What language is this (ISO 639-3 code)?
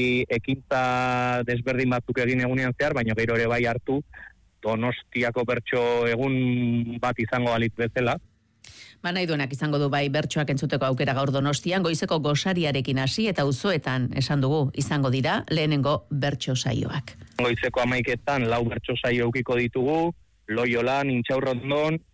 eus